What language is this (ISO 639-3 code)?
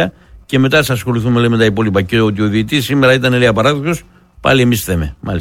ell